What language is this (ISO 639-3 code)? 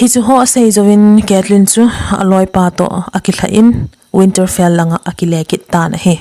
tcz